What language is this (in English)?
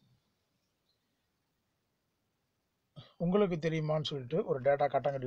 Tamil